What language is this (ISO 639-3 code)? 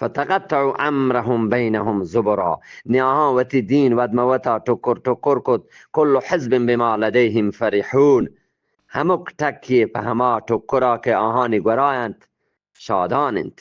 bgp